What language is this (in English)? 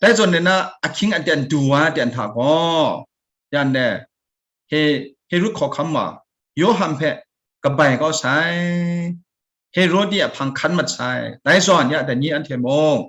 Kachin